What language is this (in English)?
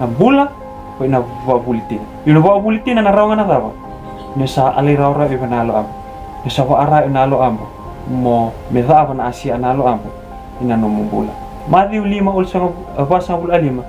Fijian